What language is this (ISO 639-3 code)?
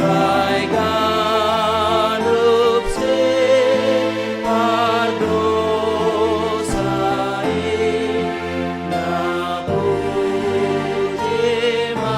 bts